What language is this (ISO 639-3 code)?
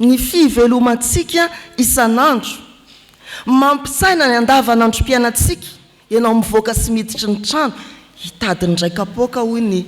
mlg